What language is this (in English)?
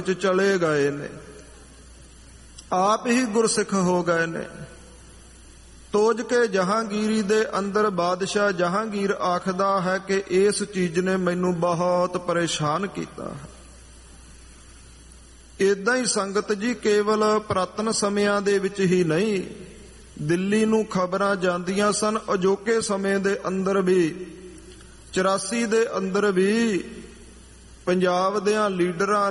Punjabi